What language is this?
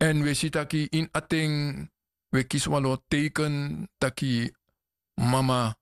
Sranan Tongo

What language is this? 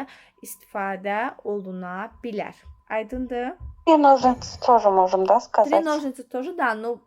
Azerbaijani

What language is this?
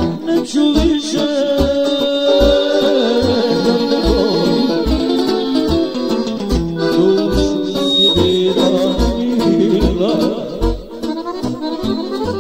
Croatian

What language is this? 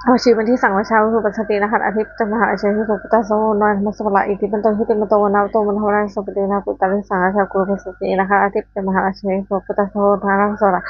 Pali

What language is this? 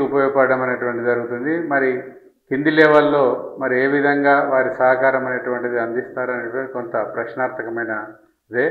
Telugu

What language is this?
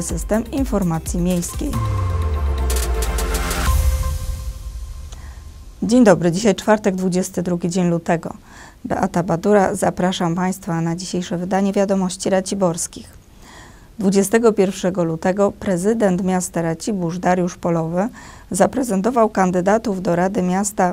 Polish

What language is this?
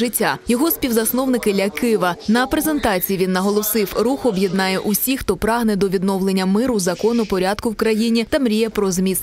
Ukrainian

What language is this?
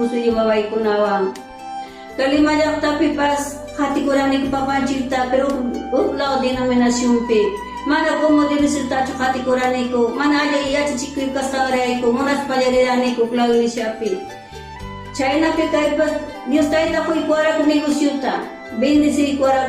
Ayacucho Quechua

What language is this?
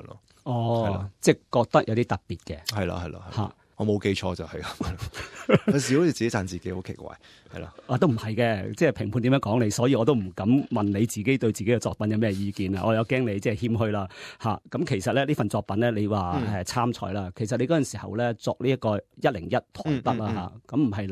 Cantonese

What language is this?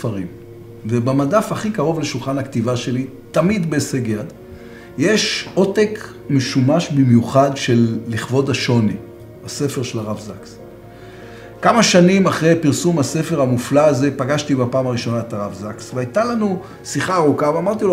Hebrew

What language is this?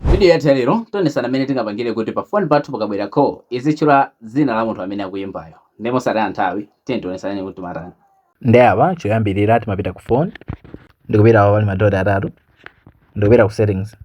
Nyanja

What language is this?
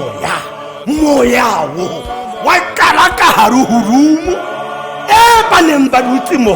Tswana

